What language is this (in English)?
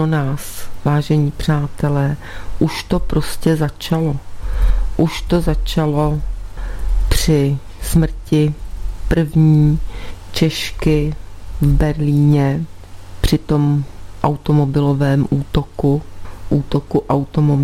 Czech